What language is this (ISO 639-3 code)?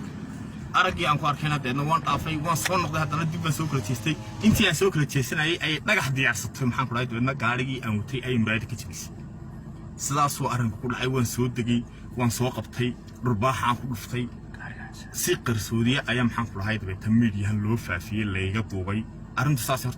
som